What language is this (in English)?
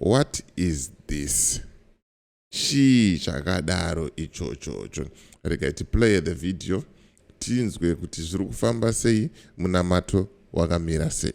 Shona